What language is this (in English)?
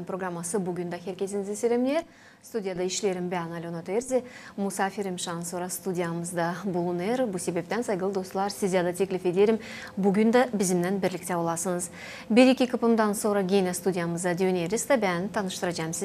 Gagauz